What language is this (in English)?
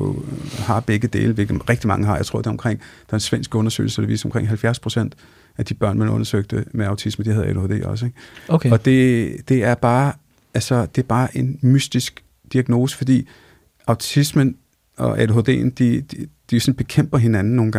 Danish